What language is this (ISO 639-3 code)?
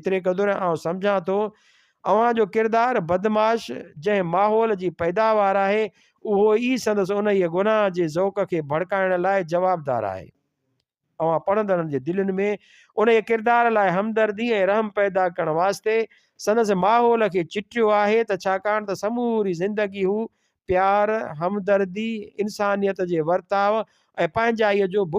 snd